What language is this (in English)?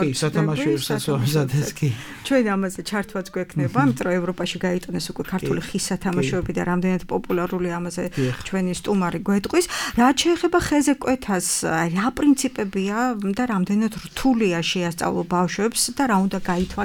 Georgian